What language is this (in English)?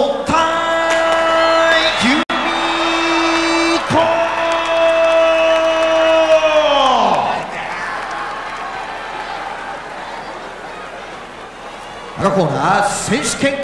Japanese